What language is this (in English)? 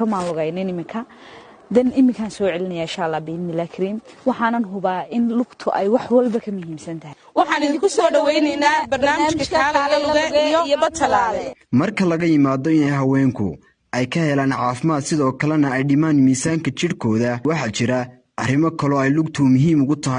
Somali